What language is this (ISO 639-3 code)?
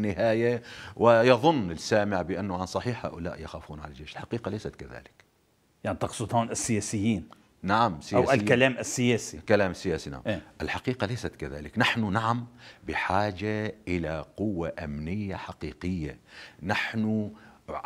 apc